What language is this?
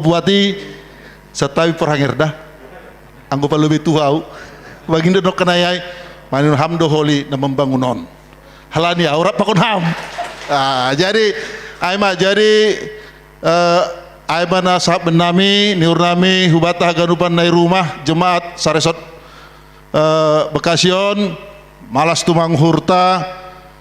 Batak Simalungun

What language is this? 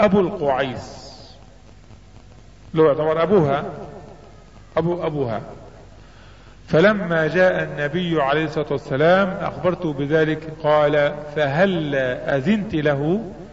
Arabic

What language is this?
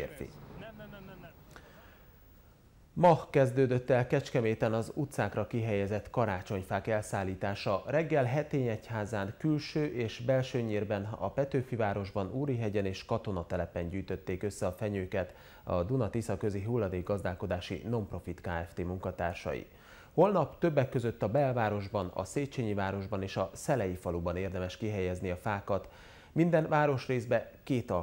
Hungarian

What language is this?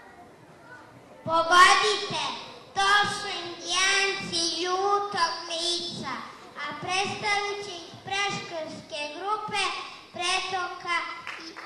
Serbian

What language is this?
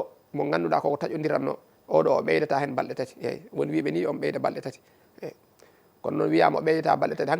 Fula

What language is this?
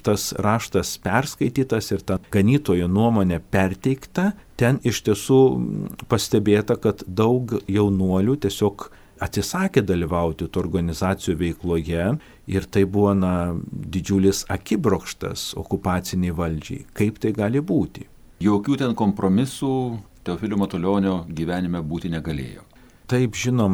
Lithuanian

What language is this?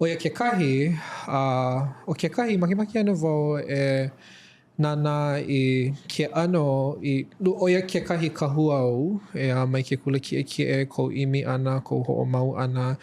Hawaiian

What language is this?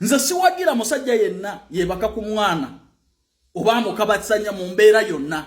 Ganda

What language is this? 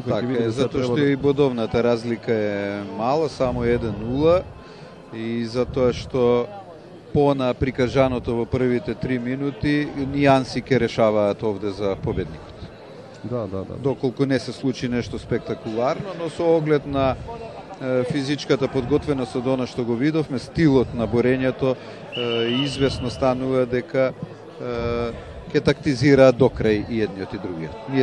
Macedonian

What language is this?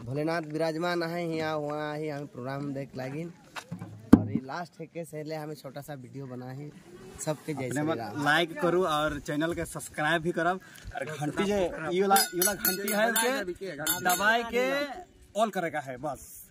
Sadri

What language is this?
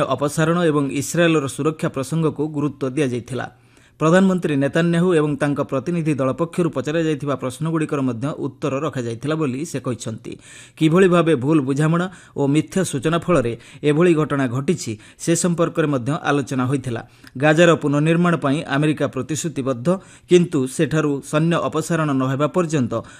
Odia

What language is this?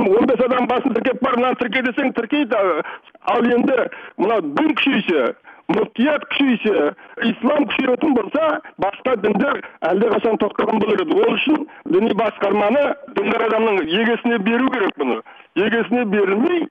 Kazakh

